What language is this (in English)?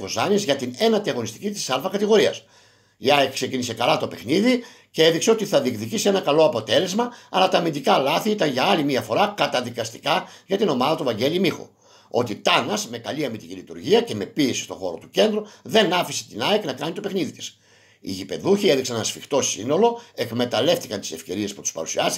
Greek